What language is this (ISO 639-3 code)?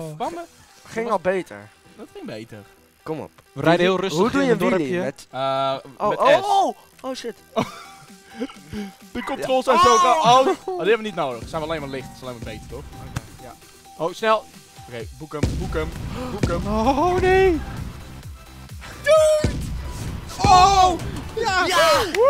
nld